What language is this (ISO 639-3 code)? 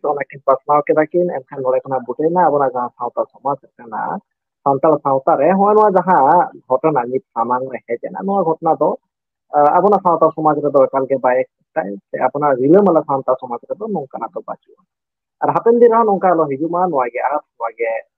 sat